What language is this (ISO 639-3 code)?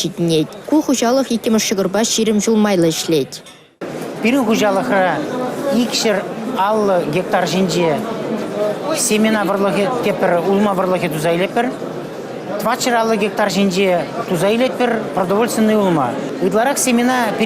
chv